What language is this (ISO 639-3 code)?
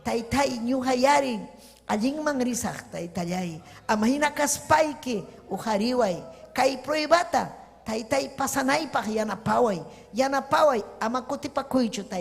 quy